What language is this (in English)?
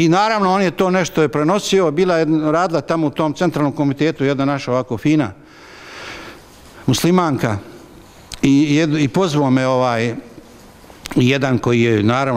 Bosnian